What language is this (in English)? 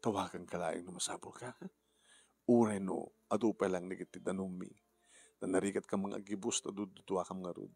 Iloko